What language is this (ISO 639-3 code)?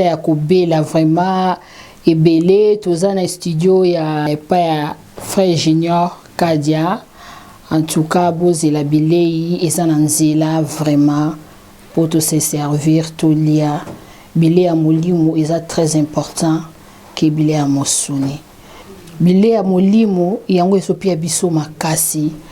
lin